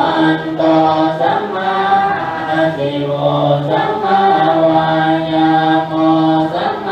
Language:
Pali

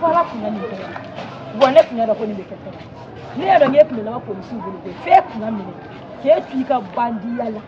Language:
Bambara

